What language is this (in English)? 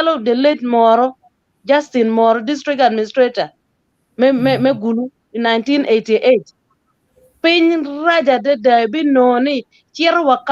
Acoli